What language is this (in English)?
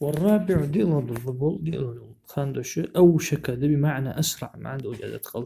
Ingush